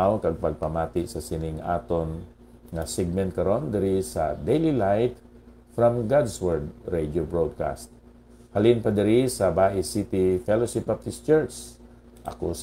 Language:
Hiligaynon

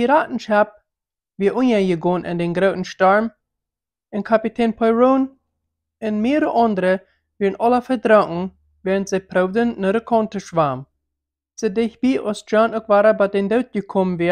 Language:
Plautdietsch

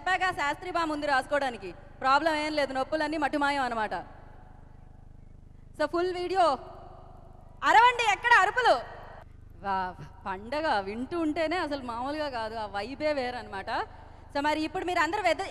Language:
Telugu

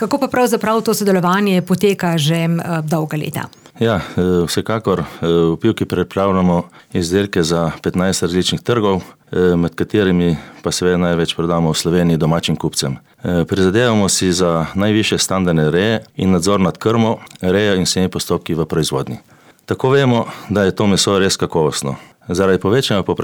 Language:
Slovenian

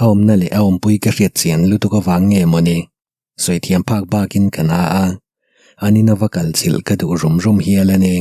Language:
Mizo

